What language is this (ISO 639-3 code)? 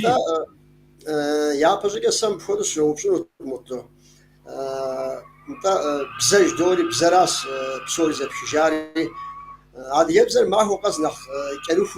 kbd